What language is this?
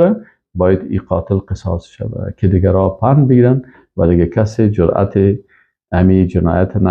Persian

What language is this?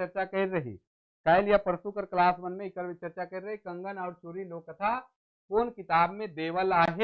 Sadri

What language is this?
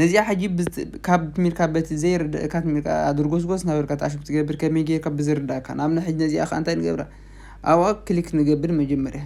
Tigrinya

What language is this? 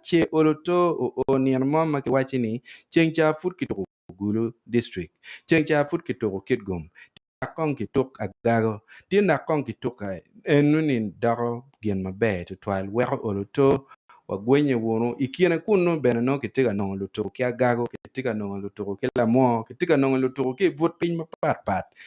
Acoli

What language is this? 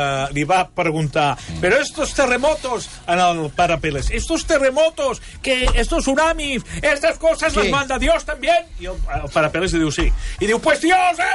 Catalan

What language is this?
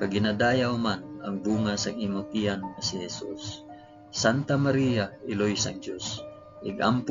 Hiligaynon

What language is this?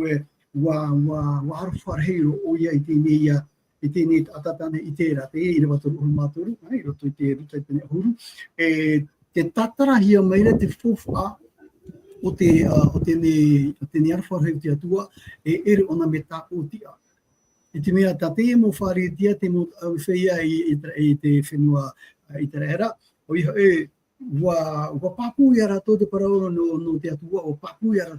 Tahitian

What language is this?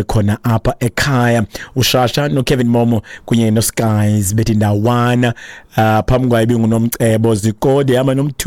Xhosa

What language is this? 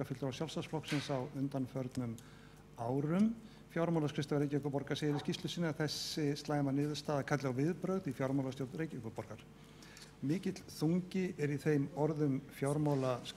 Icelandic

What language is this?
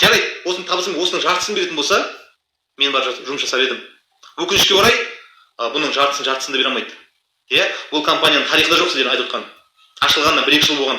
Kazakh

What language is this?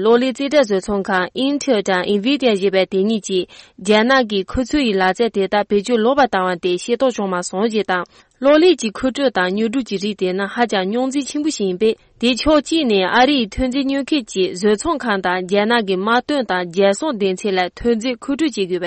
Tibetan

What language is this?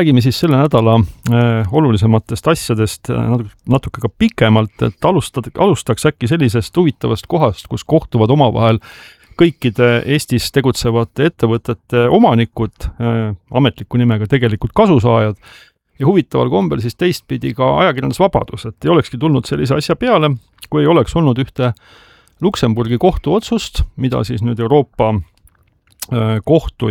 Estonian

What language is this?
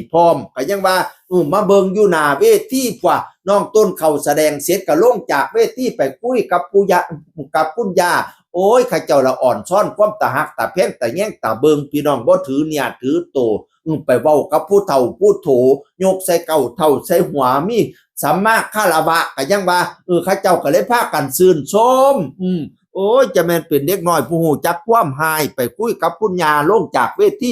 Northeastern Thai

